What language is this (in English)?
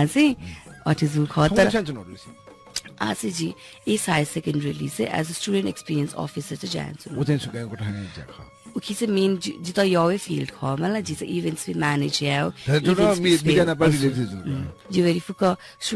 Newari